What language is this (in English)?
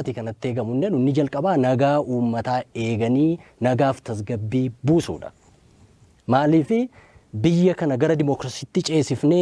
Oromo